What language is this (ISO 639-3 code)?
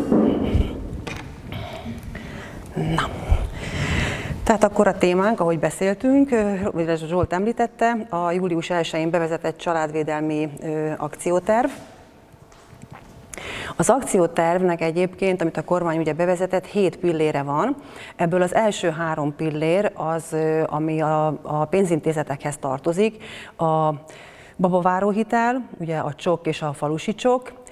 hun